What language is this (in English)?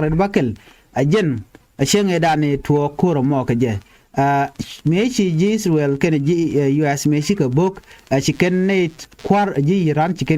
Nuer